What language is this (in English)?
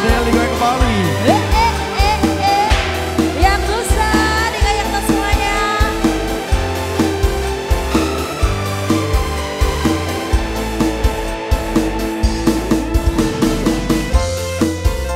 Indonesian